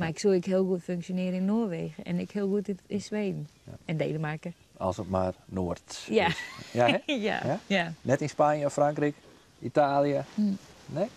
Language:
Western Frisian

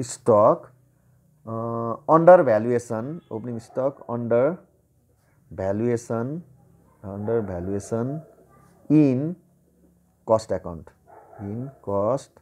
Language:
Nepali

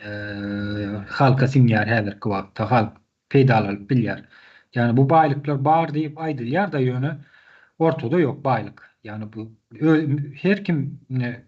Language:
Turkmen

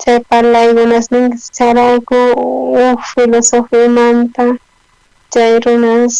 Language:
South Bolivian Quechua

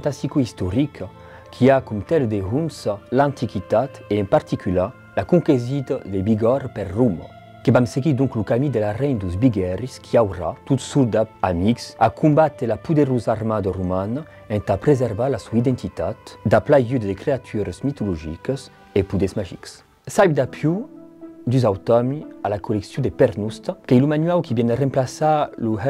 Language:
Occitan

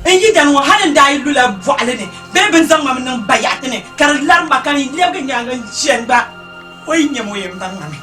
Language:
Dagbani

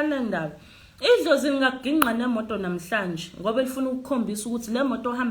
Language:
Zulu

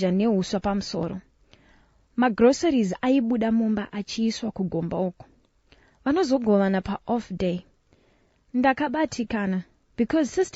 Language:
Shona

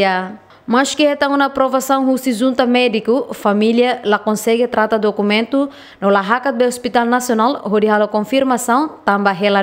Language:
Tetum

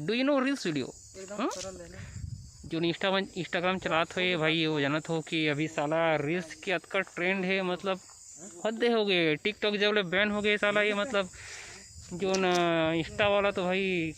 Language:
Chhattisgarhi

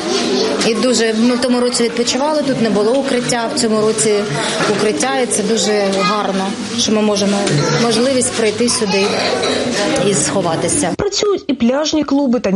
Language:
Ukrainian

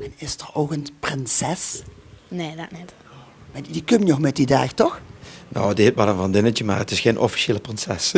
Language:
Limburgish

